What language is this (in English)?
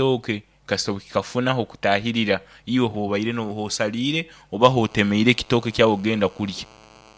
Nyoro